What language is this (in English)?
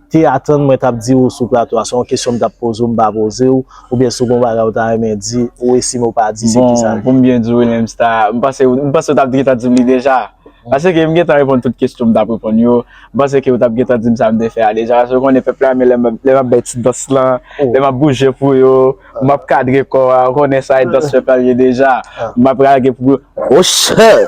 Haitian Creole